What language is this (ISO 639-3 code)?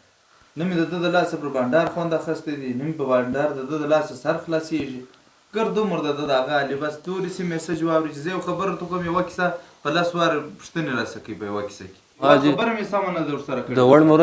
pus